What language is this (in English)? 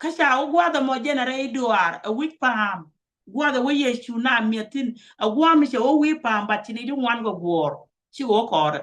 Nuer